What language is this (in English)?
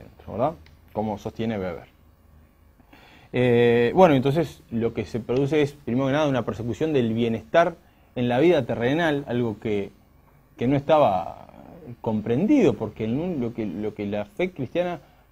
Spanish